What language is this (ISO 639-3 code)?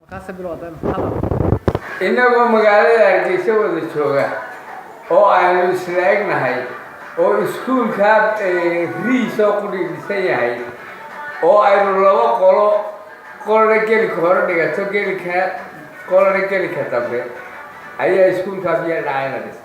som